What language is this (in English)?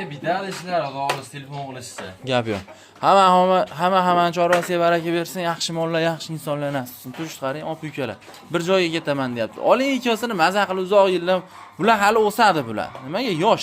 Uzbek